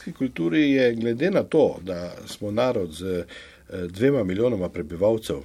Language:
Slovenian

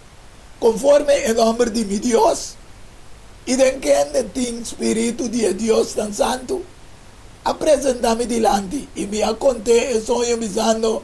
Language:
Papiamento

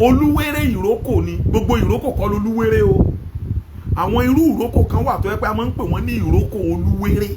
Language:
Yoruba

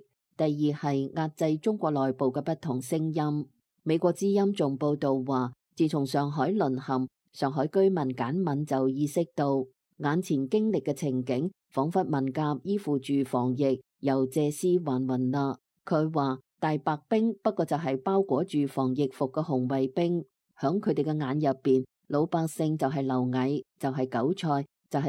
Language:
Cantonese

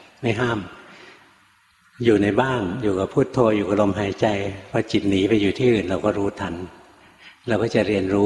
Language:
Thai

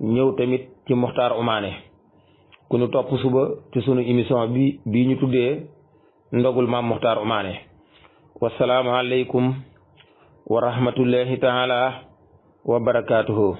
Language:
Wolof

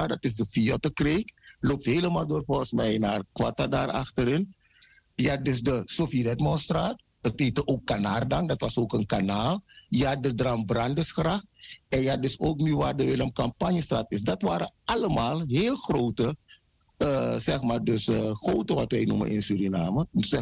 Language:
Dutch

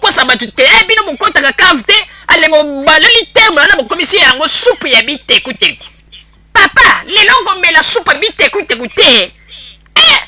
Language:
Lingala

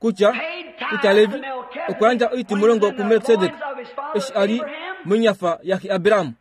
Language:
Kuanyama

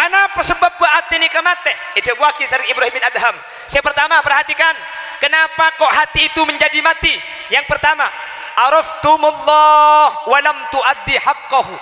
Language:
Madurese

